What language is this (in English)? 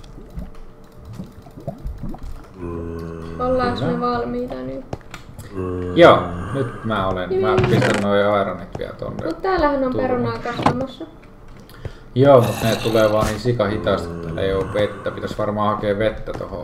Finnish